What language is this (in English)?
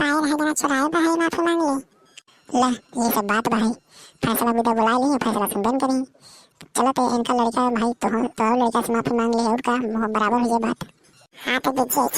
Awadhi